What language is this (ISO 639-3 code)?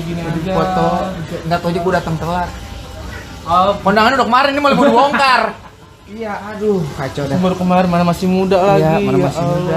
bew